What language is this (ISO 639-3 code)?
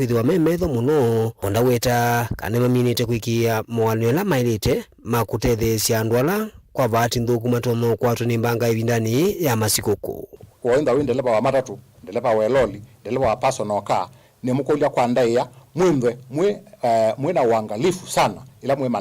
kam